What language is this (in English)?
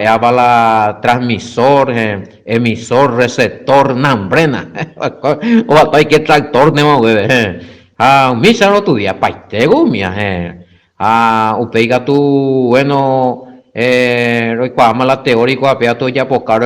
Guarani